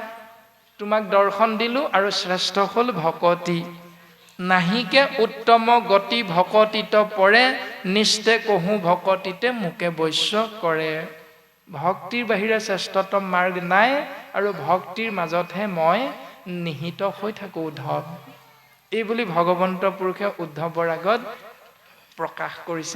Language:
Assamese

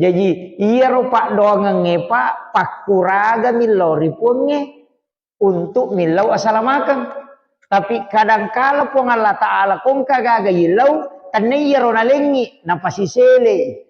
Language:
Buginese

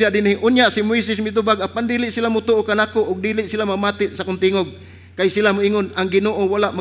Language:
Cebuano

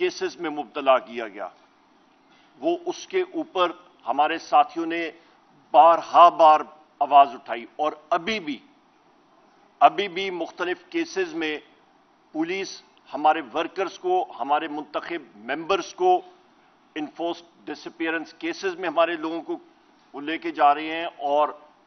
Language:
Urdu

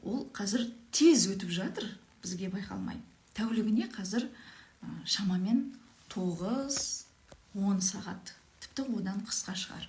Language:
Kazakh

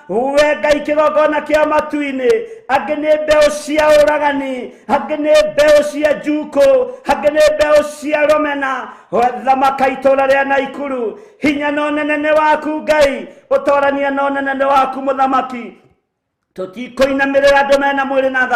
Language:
Kikuyu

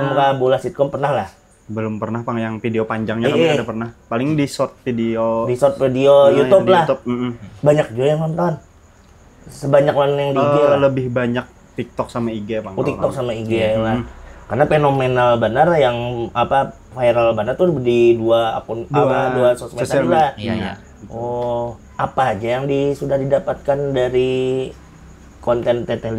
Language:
Banjar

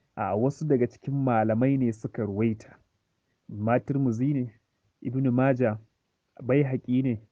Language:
Hausa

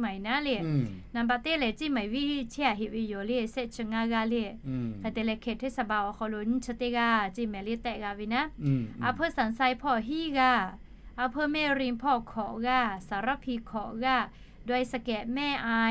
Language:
Lahu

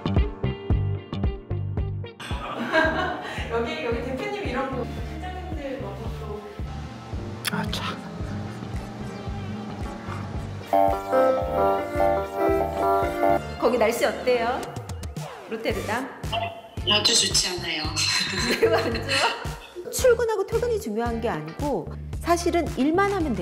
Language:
Korean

